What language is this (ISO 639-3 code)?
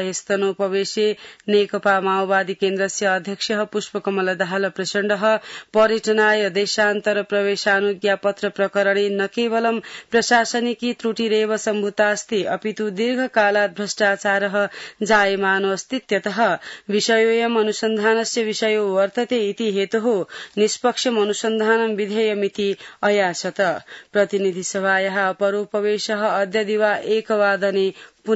san